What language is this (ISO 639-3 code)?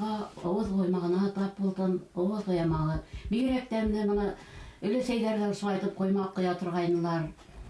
bak